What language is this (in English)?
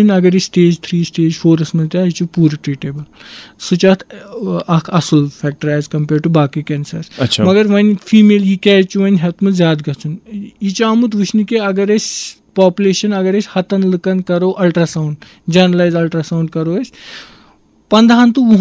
Kashmiri